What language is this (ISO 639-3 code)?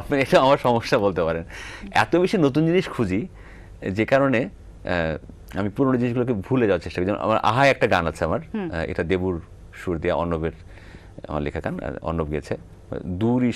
ben